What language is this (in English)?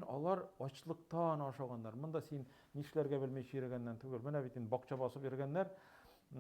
Tatar